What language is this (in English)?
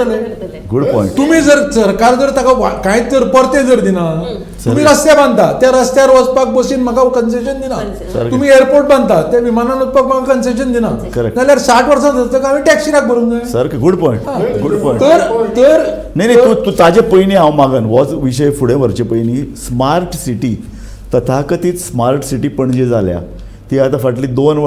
Konkani